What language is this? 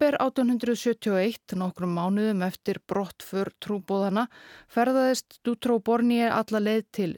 Icelandic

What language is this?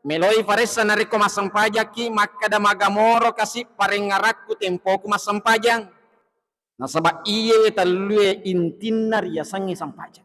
Buginese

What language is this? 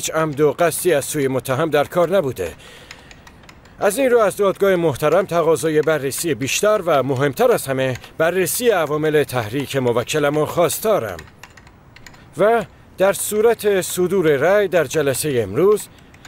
Persian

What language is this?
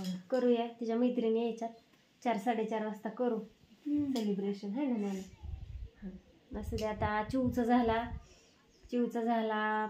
Marathi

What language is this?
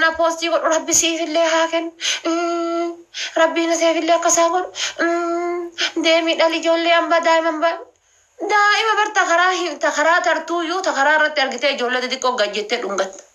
Oromo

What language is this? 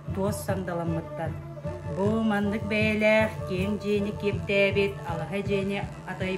Yakut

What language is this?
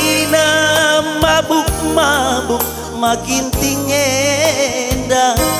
Batak Karo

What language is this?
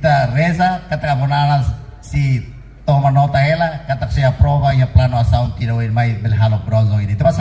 Tetum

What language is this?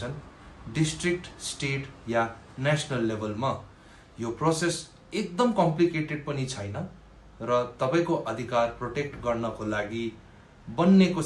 Nepali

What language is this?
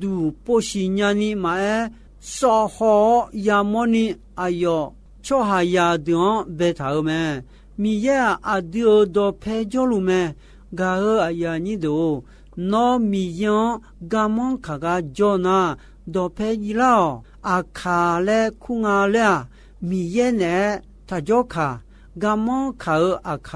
Akha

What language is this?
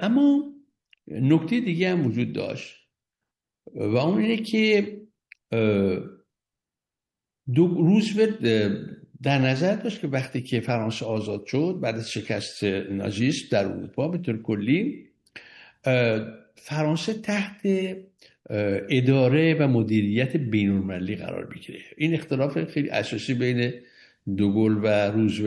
Persian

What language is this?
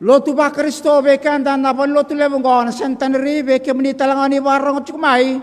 Fijian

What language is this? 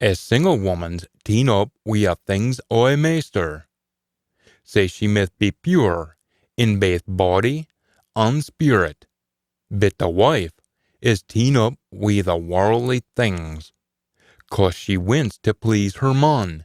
Scots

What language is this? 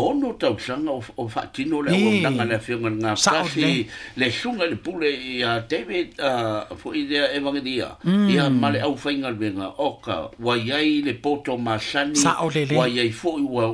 Samoan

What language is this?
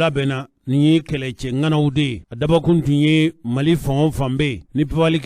Bambara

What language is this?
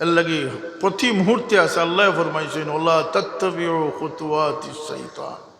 Sylheti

